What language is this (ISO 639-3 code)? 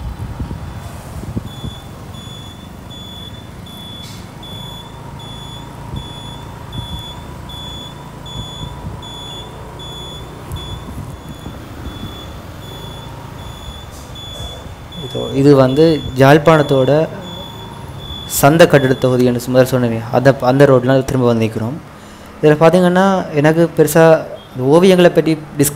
tam